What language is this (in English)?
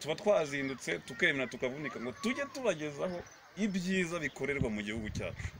Kinyarwanda